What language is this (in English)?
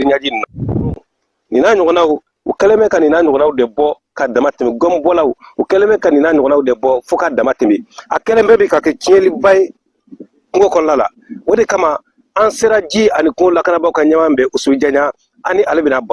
Bambara